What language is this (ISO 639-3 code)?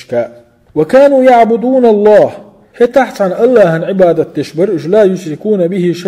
che